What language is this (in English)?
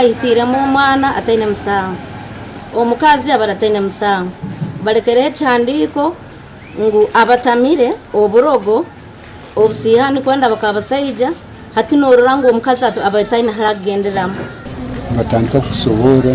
Nyankole